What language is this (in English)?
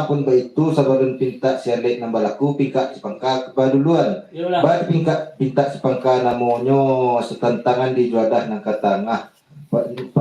Minangkabau